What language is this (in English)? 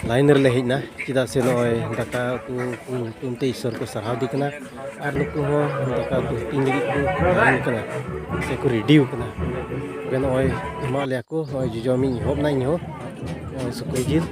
Santali